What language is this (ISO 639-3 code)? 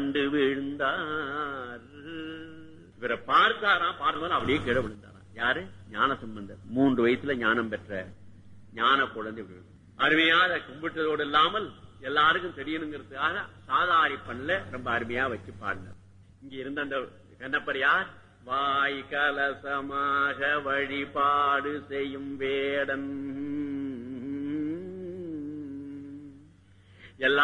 tam